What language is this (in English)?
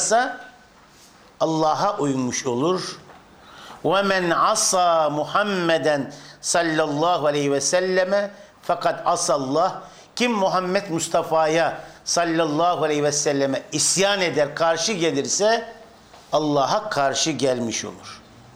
Turkish